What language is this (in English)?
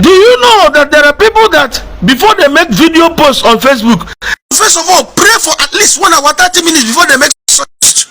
Igbo